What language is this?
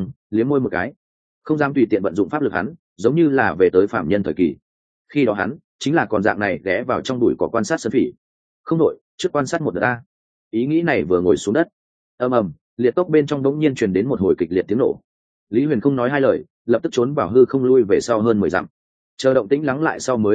Vietnamese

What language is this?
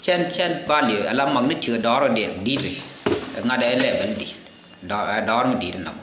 Nuer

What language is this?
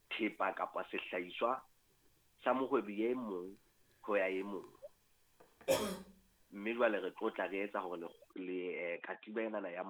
Southern Sotho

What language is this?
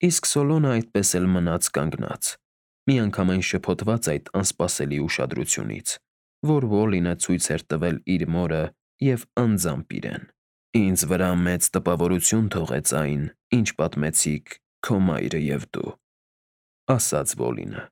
Armenian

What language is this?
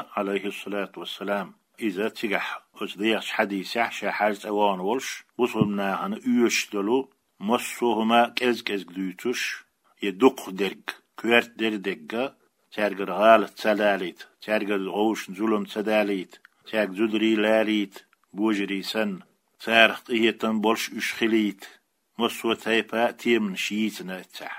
Chechen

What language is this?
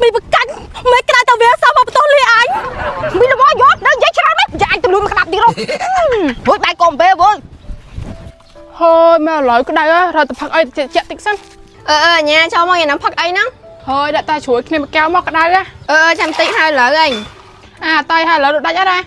Khmer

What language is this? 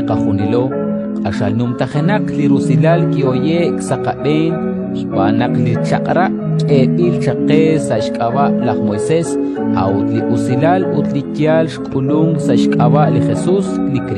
Kekchí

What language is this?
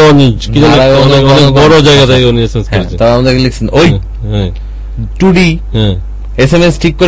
Bangla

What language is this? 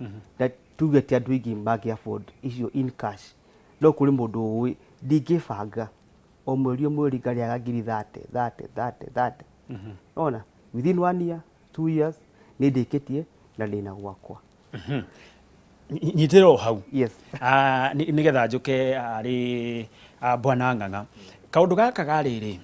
Kikuyu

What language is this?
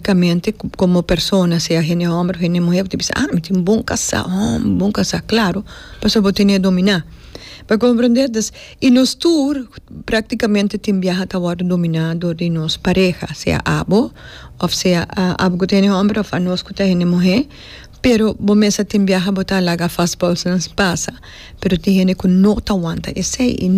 Papiamento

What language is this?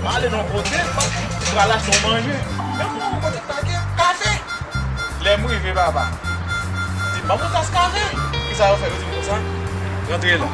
Haitian Creole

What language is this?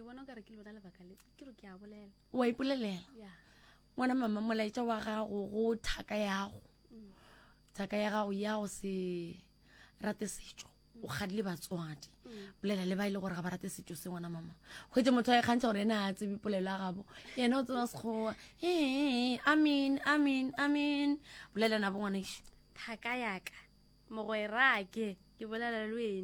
Northern Sotho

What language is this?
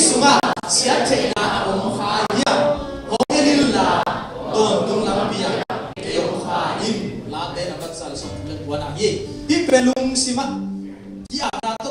Tedim Chin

